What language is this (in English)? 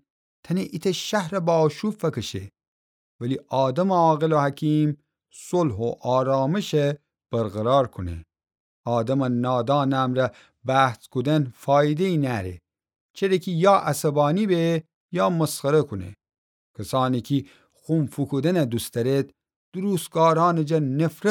Gilaki